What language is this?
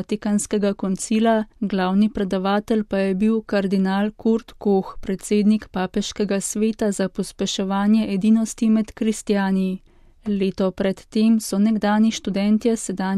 Slovenian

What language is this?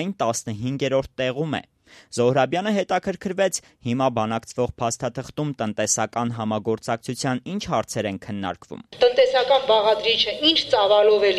Armenian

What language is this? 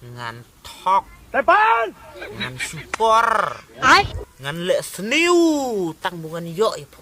Khasi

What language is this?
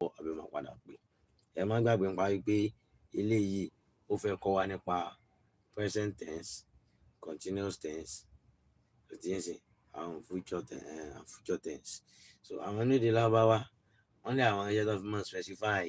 Yoruba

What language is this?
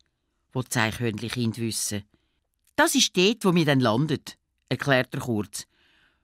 Swiss German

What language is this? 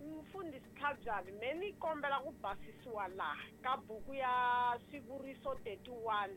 Tsonga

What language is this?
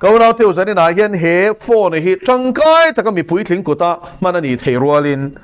Mizo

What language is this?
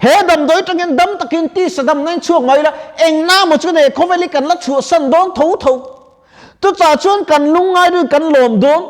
Mizo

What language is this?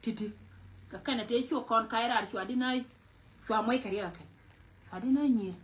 Nuer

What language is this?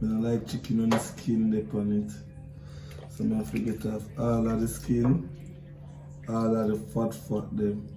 Jamaican Creole English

